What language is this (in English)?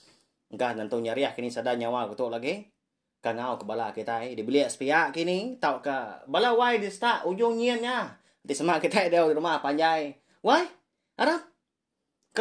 Iban